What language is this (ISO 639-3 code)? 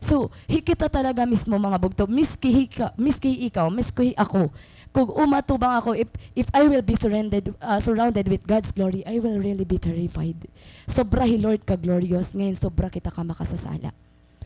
war